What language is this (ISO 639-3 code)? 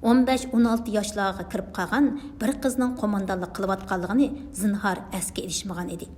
uig